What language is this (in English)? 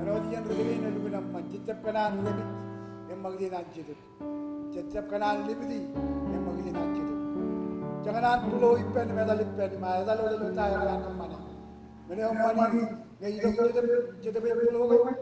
Marshallese